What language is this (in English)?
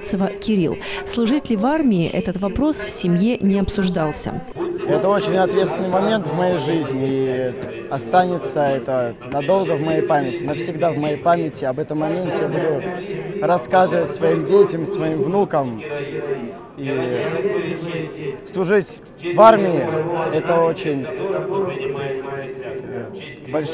Russian